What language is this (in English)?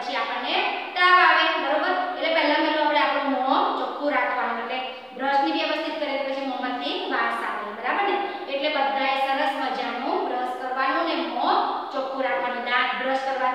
Gujarati